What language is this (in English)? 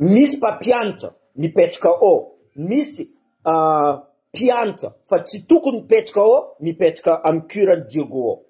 Malagasy